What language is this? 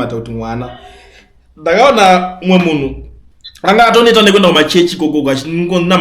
Shona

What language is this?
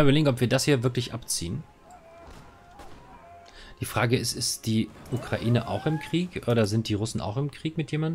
German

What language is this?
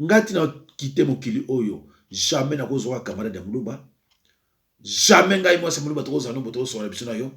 Lingala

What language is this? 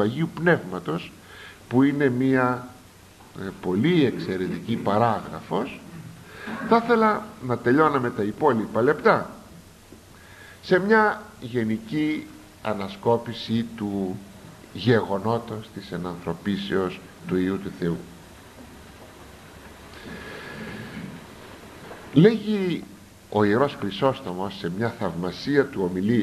Greek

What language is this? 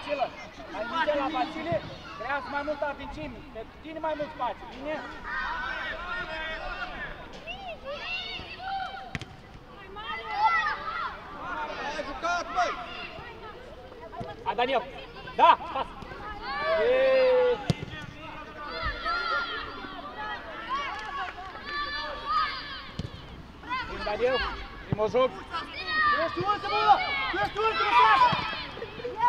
Romanian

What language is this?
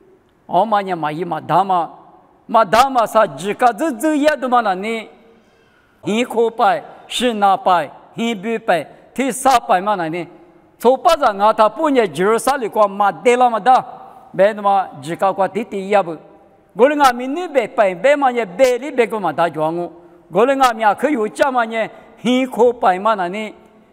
Lisu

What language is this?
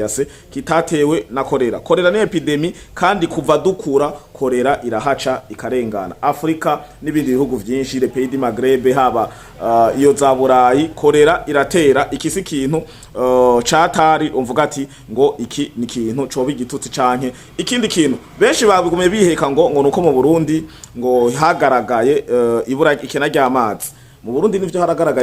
Rundi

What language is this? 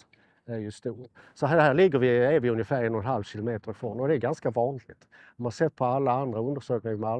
Swedish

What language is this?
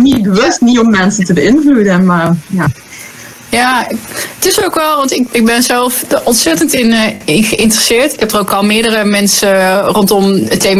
Dutch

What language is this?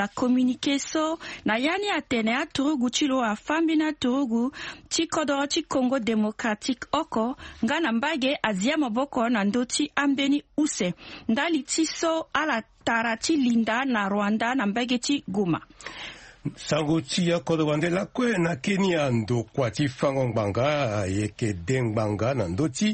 Sango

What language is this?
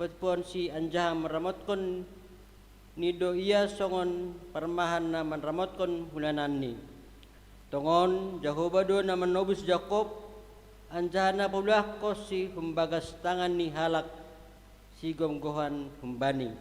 Batak Simalungun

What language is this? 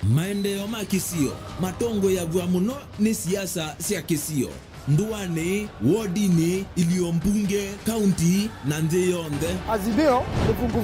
Kamba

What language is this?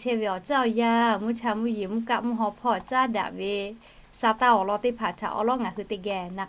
Lahu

